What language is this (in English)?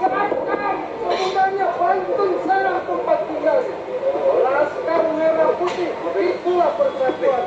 Betawi